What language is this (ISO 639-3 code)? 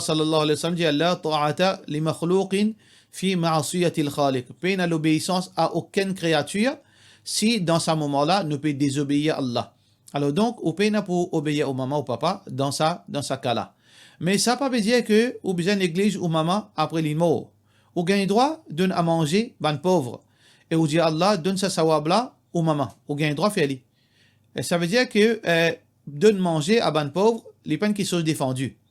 mfe